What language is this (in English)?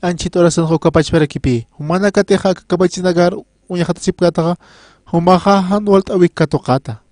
Aymara